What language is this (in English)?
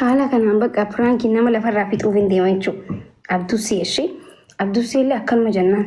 Oromo